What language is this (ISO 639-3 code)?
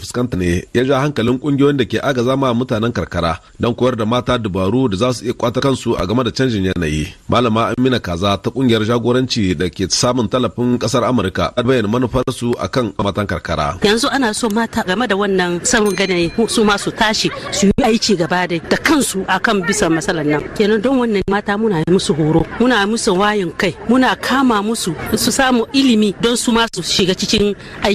hau